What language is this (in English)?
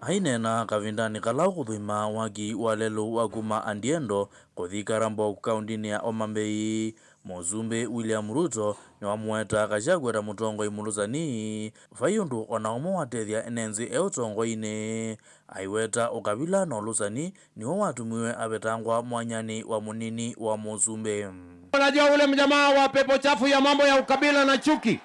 Kamba